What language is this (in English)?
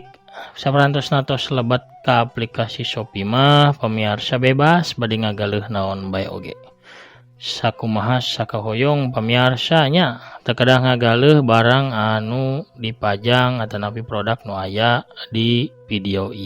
Sundanese